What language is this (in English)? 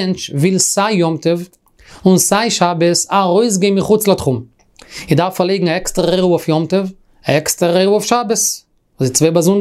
Yiddish